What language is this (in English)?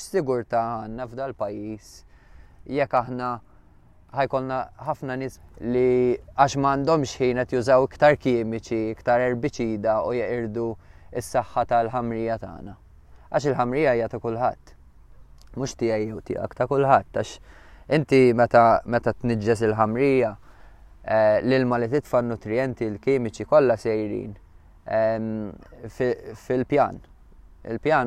Maltese